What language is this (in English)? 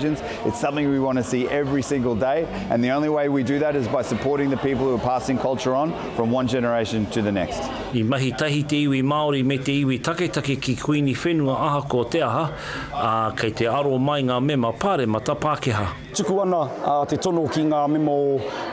Māori